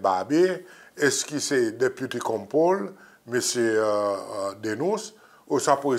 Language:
Seselwa Creole French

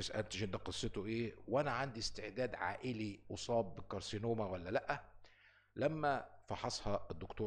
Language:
Egyptian Arabic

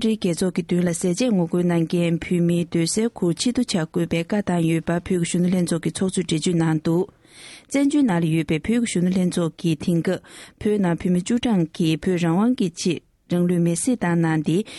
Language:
Tibetan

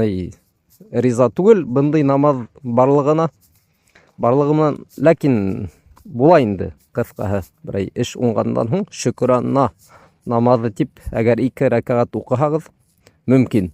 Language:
Bashkir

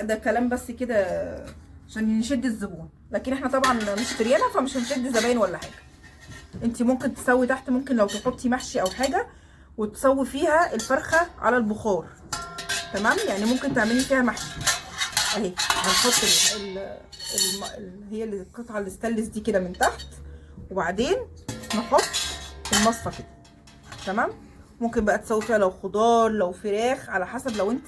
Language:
Egyptian Arabic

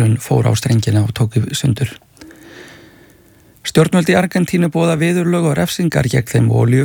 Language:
Icelandic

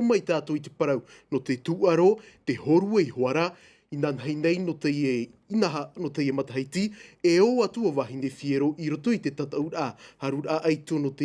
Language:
Tahitian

